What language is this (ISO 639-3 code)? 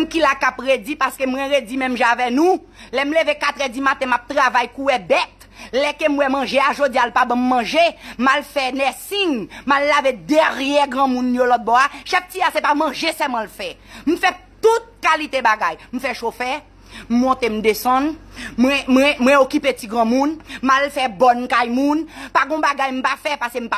hat